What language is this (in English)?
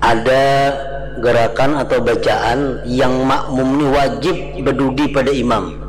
Banjar